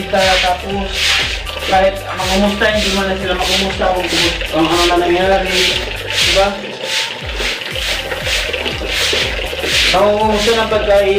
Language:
Filipino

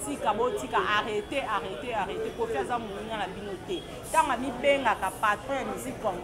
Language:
Lingala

